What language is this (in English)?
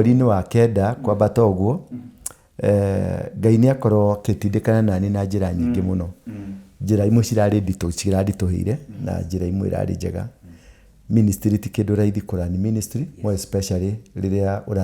Kikuyu